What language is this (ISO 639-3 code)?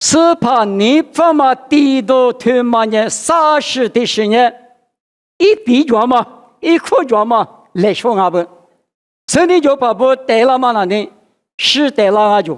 lis